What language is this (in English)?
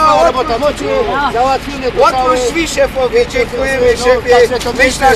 Silesian